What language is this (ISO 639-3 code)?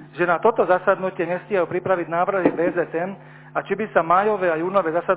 slk